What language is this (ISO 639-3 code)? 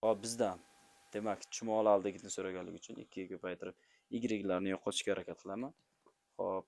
uzb